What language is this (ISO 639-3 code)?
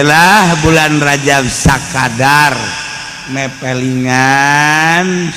sun